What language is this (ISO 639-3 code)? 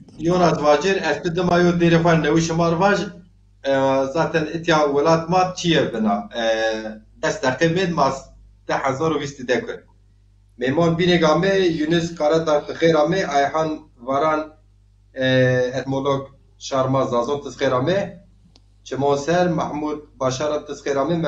zza